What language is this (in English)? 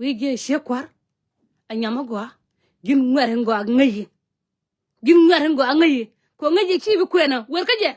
Nuer